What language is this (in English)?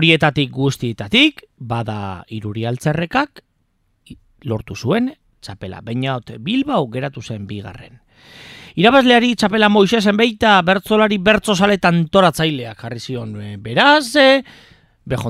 Basque